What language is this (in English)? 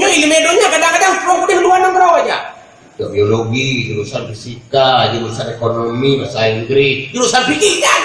Achinese